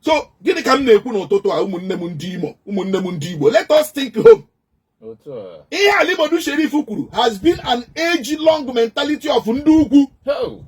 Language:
Igbo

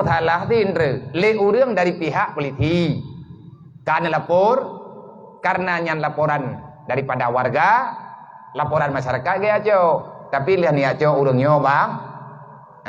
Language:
Achinese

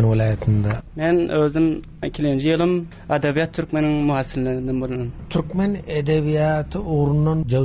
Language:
Turkmen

